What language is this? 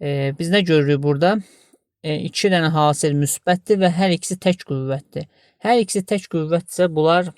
Azerbaijani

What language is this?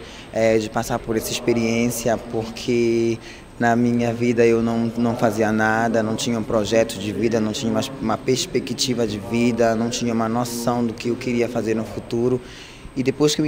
Portuguese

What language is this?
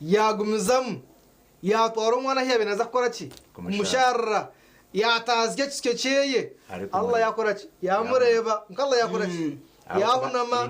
Nyankole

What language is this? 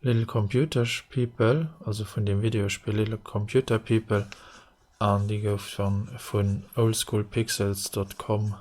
Luxembourgish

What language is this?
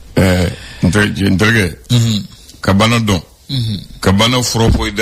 Bambara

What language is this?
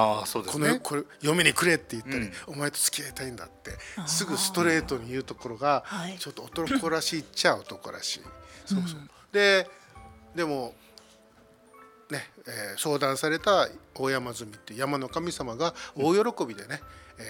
Japanese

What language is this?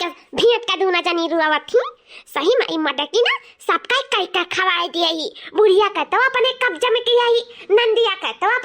Awadhi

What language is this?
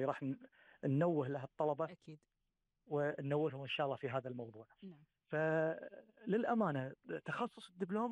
Gulf Arabic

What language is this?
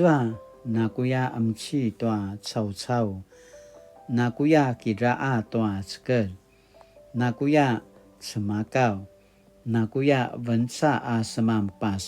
Paiwan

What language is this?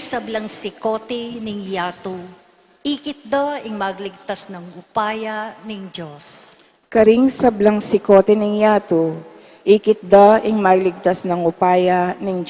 Pampanga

